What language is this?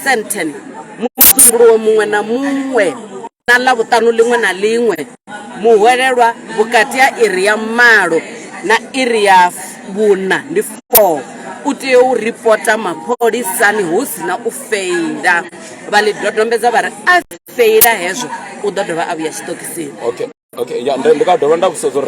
Venda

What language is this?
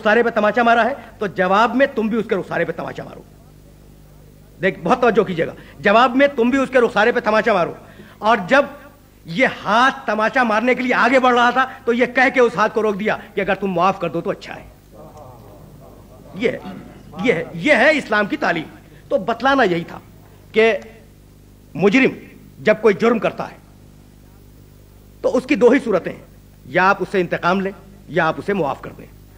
Urdu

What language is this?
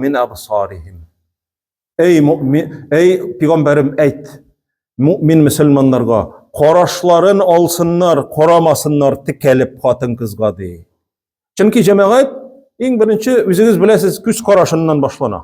Tatar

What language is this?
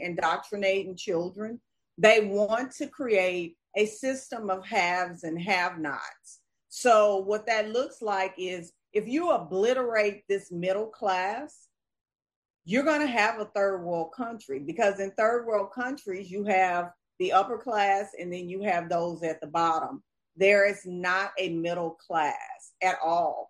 English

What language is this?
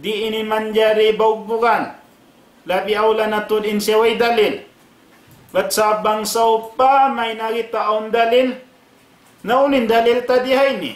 Tausug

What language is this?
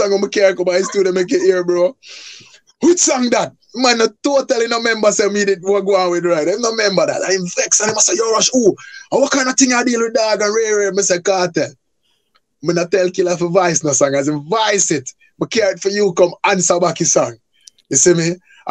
Jamaican Creole English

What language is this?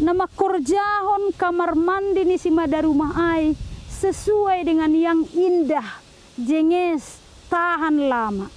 Batak Simalungun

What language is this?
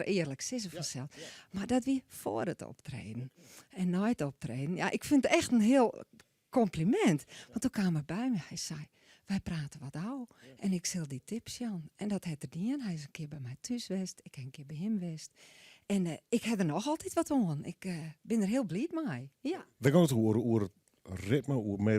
Western Frisian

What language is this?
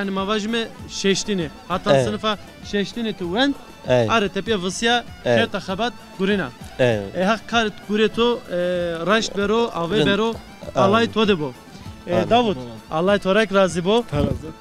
Zaza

